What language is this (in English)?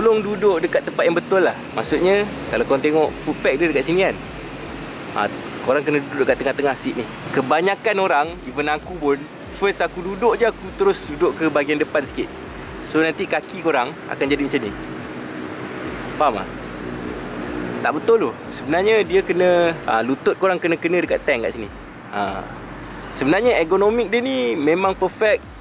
Malay